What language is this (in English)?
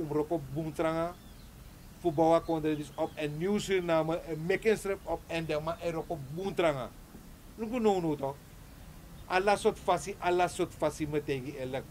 Sranan Tongo